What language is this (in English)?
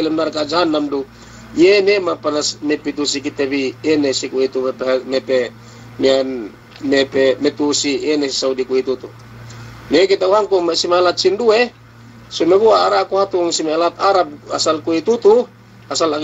Yakan